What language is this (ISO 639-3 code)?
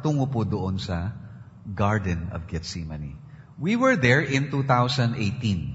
fil